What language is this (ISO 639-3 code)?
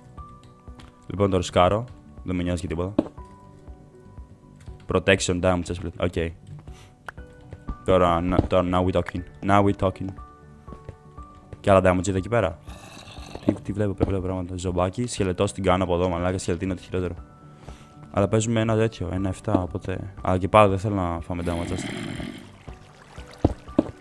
ell